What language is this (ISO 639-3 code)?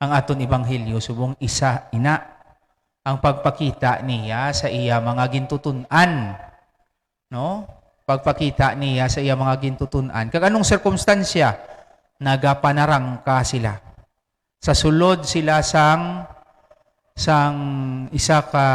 hil